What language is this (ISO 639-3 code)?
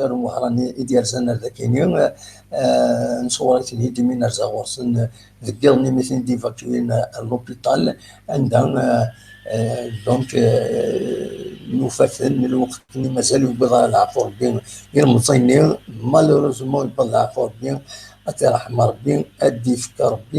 kab